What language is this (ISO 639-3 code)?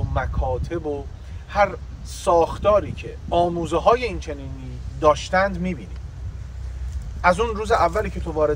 fas